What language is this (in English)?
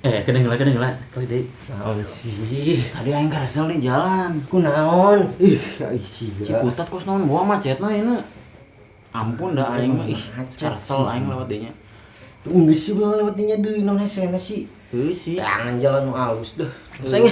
Sundanese